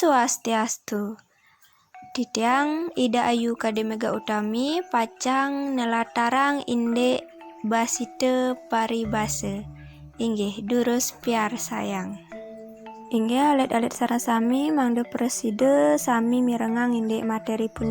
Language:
Balinese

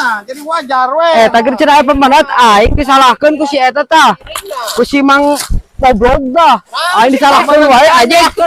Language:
Sundanese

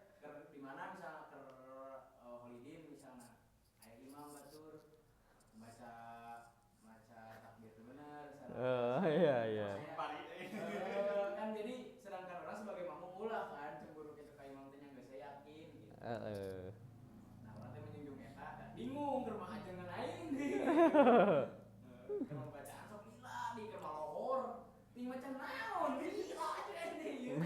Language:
Sundanese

